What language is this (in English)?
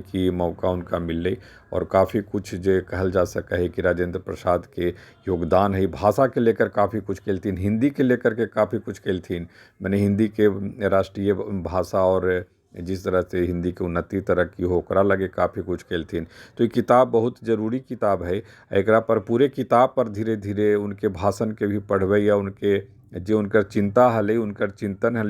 Magahi